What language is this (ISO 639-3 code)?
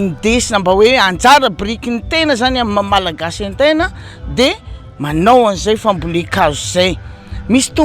mlg